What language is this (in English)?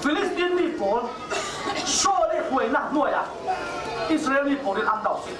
Falam Chin